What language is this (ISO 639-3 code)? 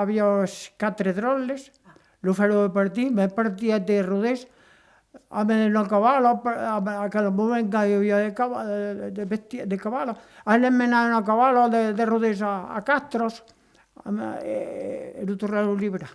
oci